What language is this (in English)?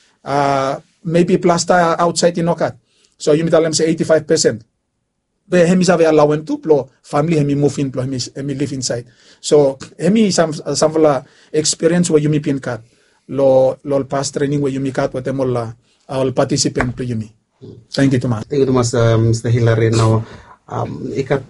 Bislama